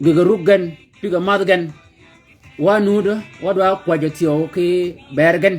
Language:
Shilluk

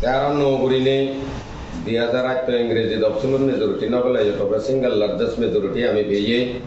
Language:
Chakma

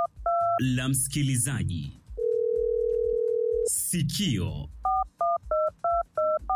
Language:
Swahili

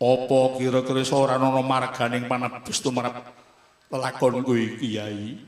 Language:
Javanese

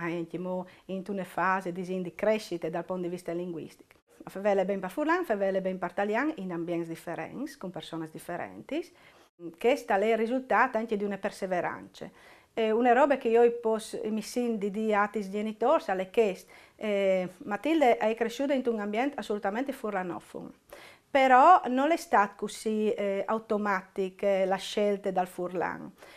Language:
Friulian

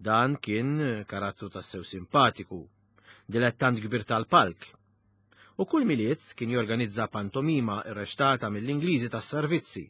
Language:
Maltese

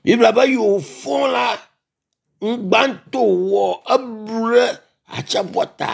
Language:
Ewe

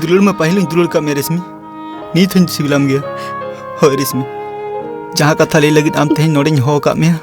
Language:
Santali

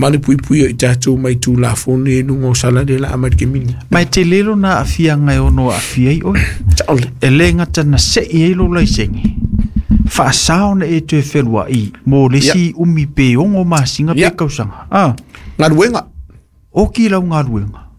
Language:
Samoan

